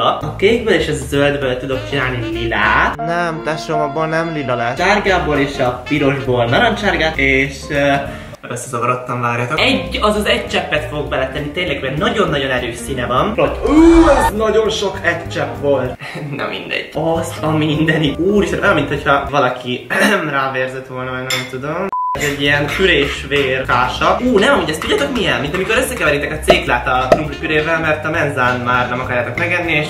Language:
Hungarian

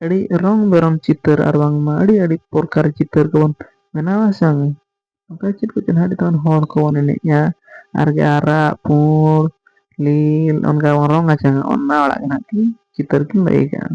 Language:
Santali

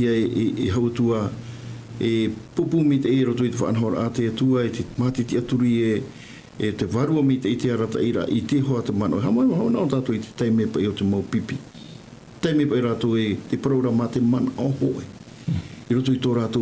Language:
Tahitian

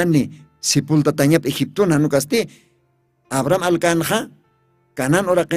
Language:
Aymara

